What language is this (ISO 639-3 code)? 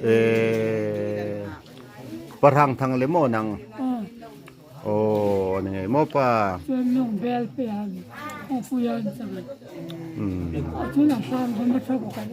hmr